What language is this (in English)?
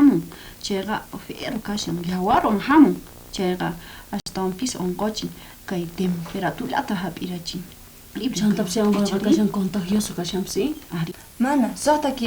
South Bolivian Quechua